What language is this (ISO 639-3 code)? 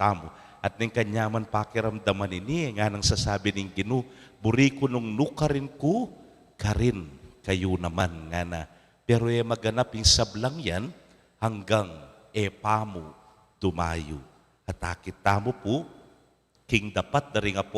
pam